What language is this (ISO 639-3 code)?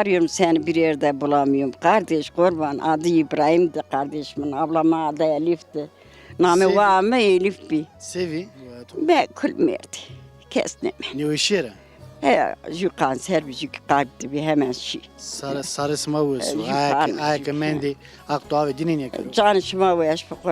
zza